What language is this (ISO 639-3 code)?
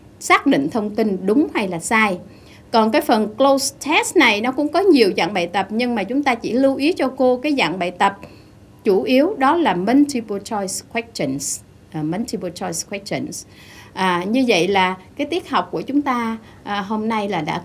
vie